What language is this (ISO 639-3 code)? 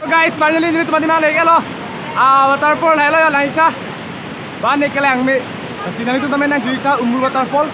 mjw